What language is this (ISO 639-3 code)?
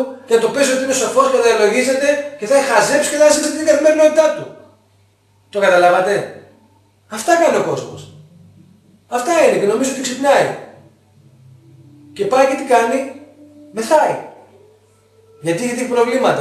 ell